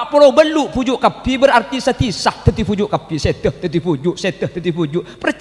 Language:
Madurese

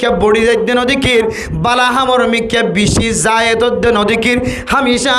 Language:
Rohingya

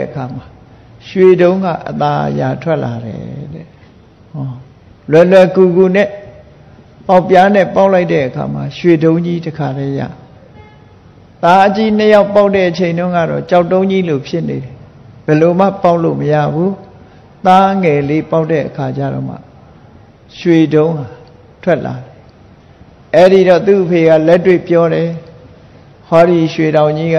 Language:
Burmese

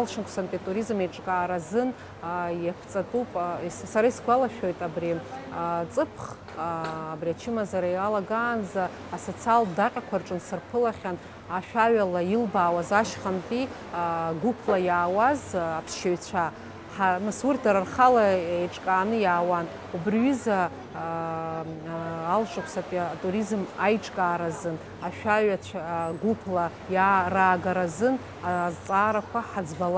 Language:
Abkhazian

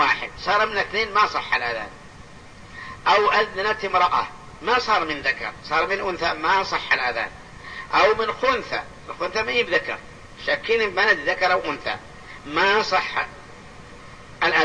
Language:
Arabic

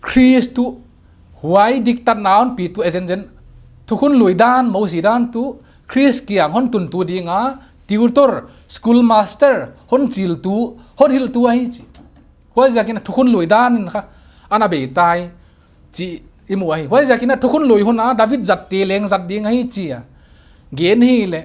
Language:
Paite Chin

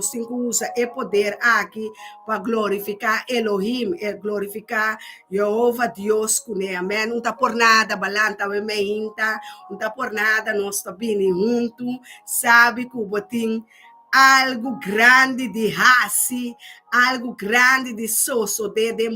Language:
Papiamento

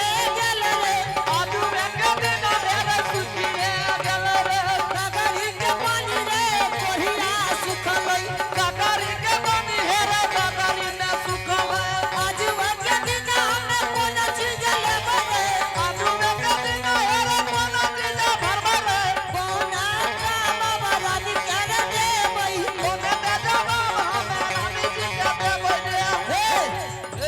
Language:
Angika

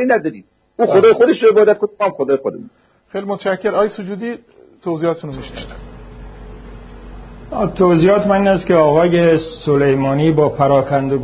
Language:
Persian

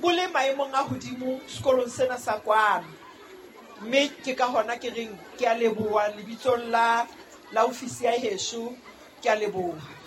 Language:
Southern Sotho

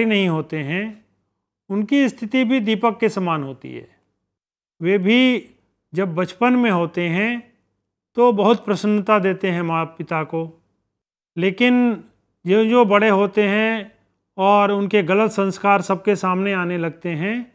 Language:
Hindi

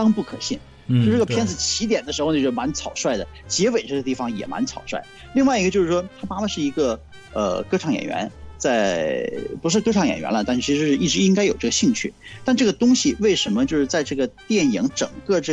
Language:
Chinese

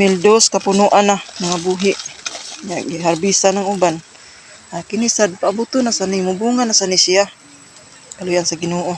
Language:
Cebuano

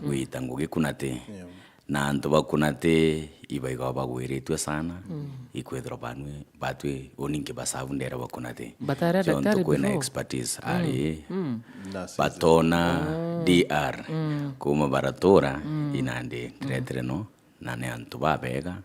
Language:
Meru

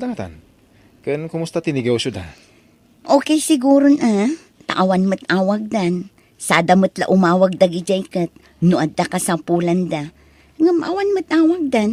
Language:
Iloko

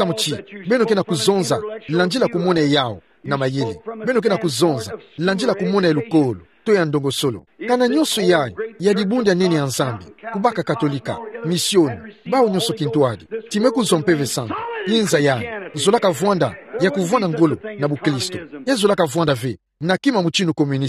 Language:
Kituba (Democratic Republic of Congo)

